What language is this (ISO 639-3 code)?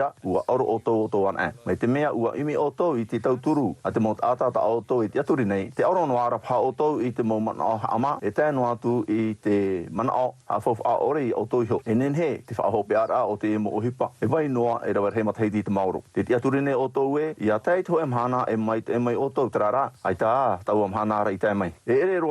tah